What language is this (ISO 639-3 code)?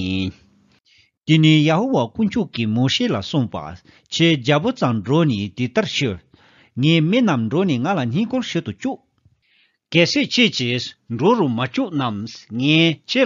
bod